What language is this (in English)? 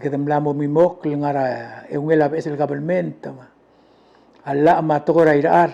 Palauan